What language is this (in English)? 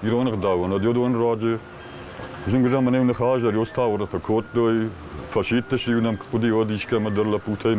Ossetic